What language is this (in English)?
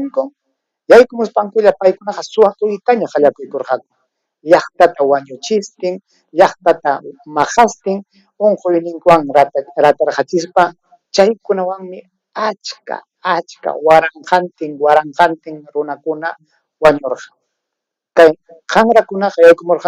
Ayacucho Quechua